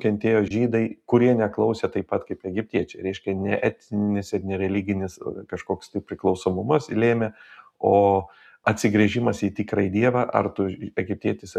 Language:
Lithuanian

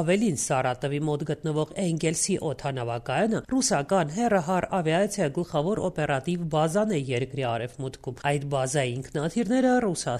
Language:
Armenian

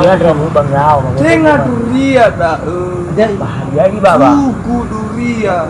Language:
Nias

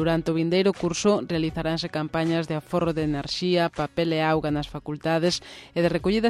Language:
Galician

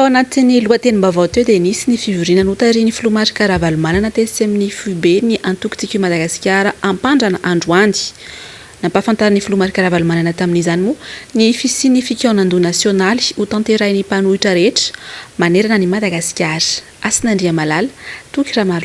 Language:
Malagasy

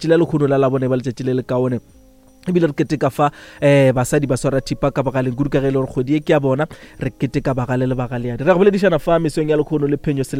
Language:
Northern Sotho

